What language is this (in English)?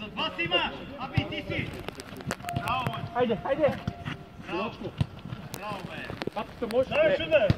Bosnian